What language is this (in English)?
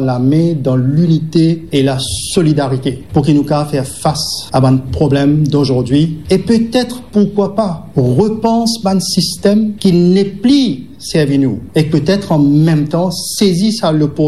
Morisyen